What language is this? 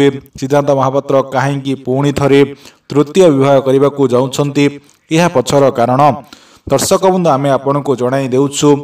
Odia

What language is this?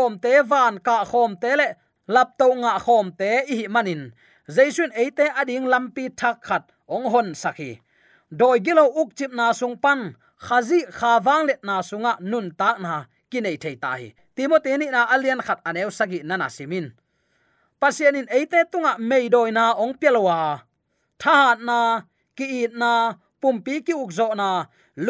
Tedim Chin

